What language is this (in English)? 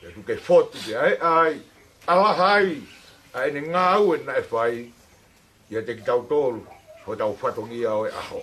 Tongan